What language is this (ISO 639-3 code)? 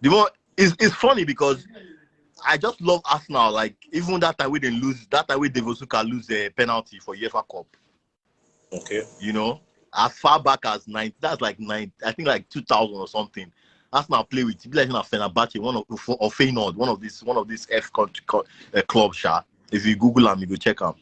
pcm